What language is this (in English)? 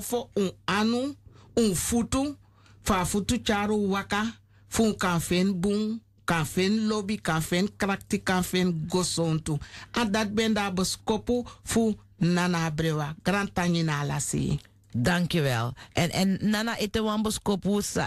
Sranan Tongo